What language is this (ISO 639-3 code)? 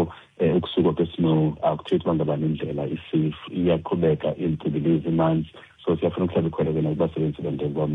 xho